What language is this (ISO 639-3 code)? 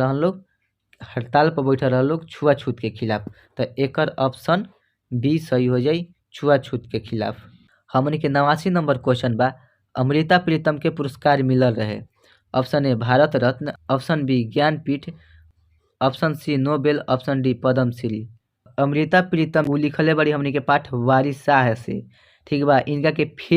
bho